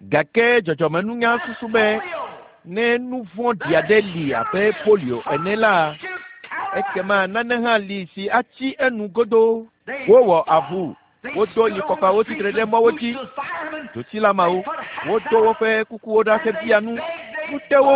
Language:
Ewe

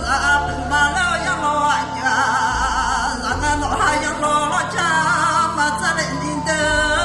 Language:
Akha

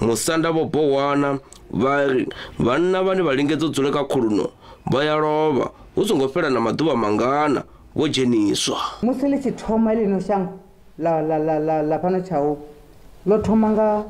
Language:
Venda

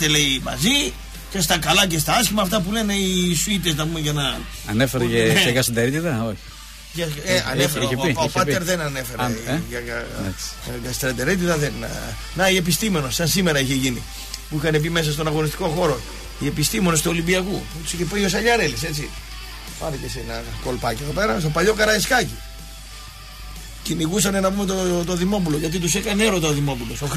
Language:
Greek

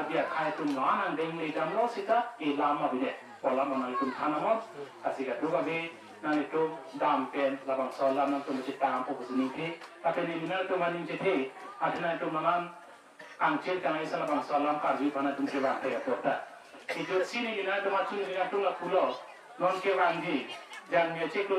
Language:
Karbi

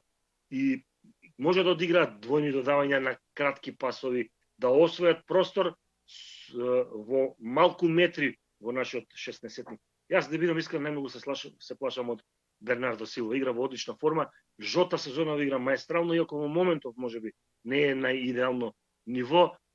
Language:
Macedonian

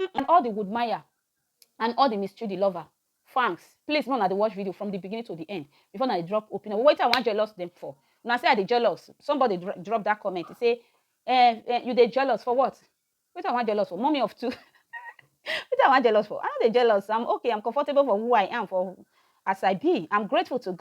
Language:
Nigerian Pidgin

